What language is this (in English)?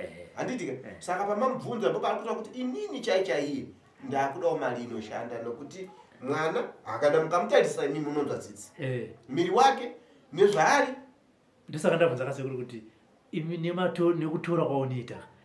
Shona